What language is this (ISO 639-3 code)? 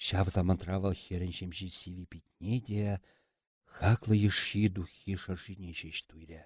chv